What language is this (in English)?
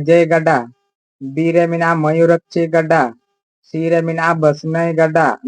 Santali